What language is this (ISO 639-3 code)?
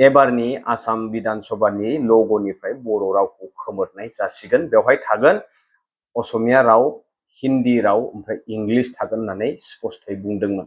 brx